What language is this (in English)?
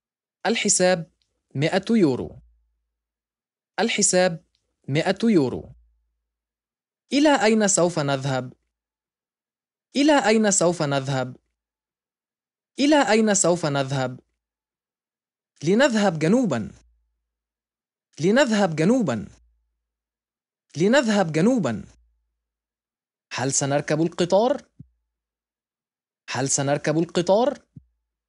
Arabic